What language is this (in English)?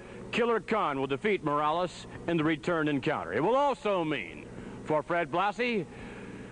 English